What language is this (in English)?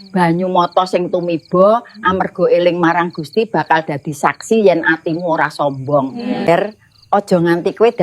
Javanese